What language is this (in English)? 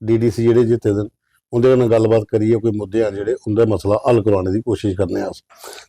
Dogri